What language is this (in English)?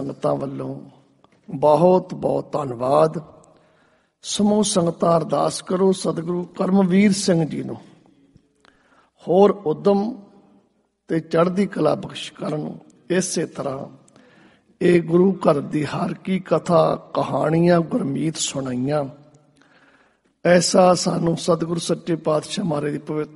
Punjabi